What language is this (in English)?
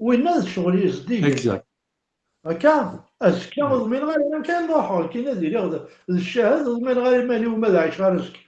Kabyle